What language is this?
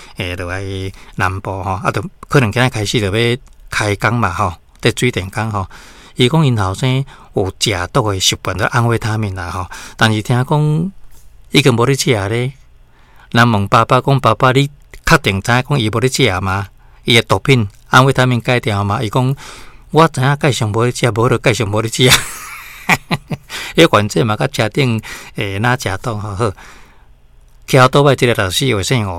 Min Nan Chinese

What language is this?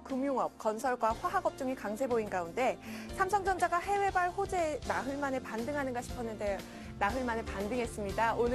Korean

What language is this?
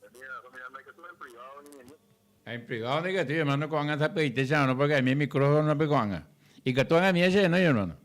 Guarani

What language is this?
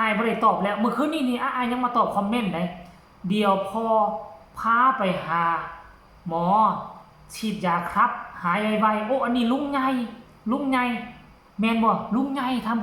Northeastern Thai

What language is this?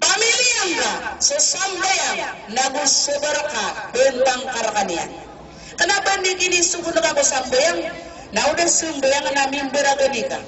Maranao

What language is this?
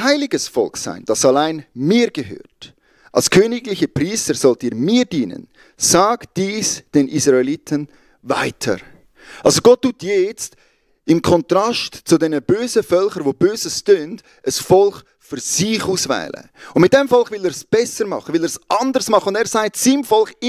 Swiss German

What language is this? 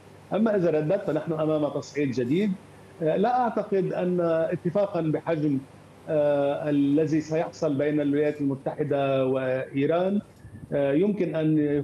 Arabic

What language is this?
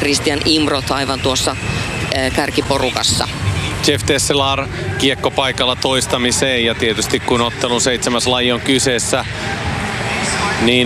Finnish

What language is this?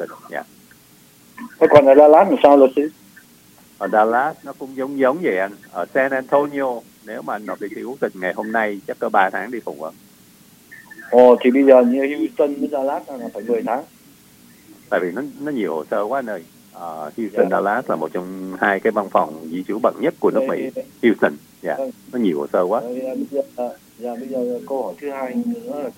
Vietnamese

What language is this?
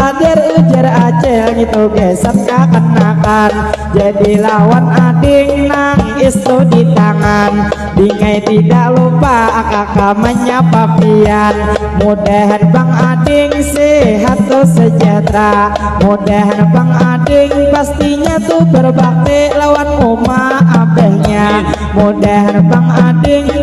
Banjar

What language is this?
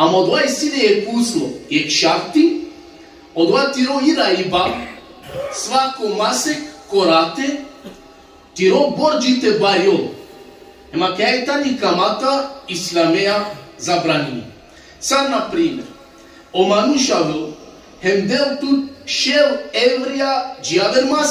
Balkan Romani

